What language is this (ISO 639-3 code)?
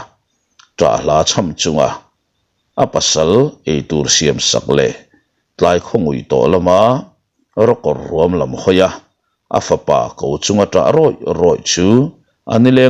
lus